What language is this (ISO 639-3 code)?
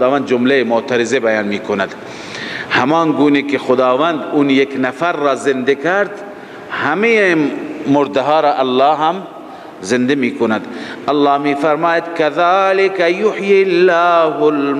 fas